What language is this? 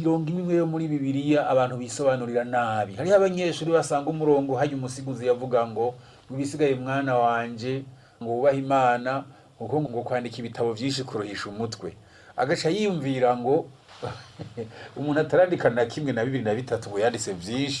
Rundi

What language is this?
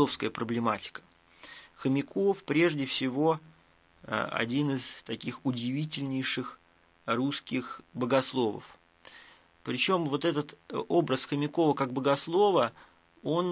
Russian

